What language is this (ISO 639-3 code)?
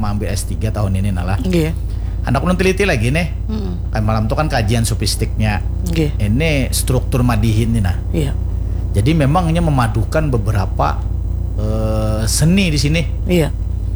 bjn